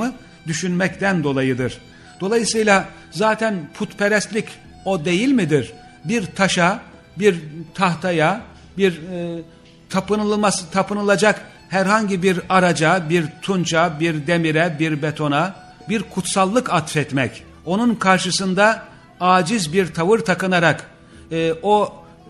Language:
Turkish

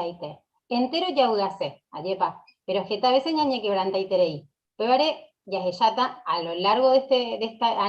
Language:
Guarani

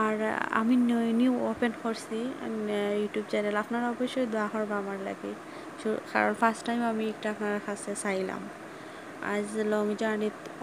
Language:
Sylheti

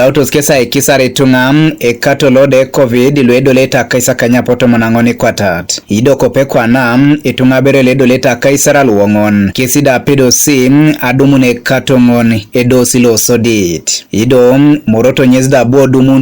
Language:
Teso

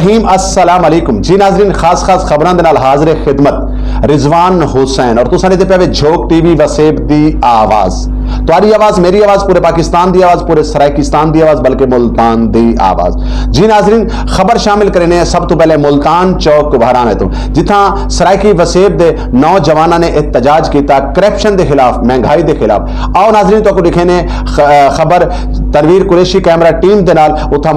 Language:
Saraiki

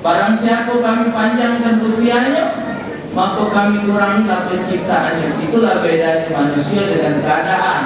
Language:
Musi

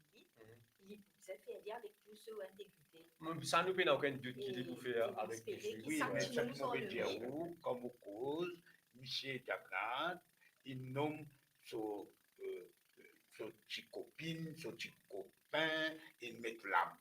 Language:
Morisyen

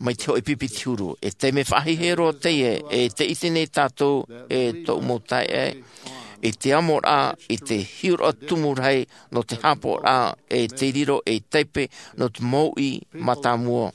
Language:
Tahitian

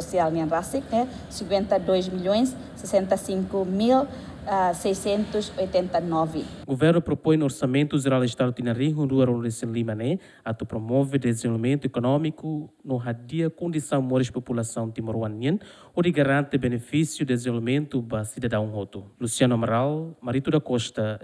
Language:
Tetum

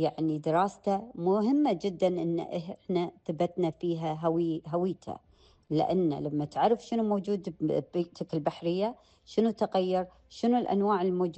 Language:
Gulf Arabic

